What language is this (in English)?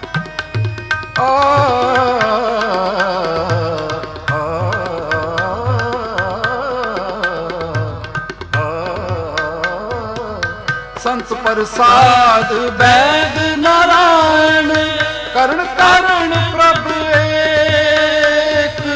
Punjabi